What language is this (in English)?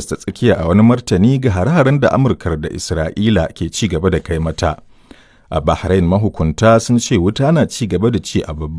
Hausa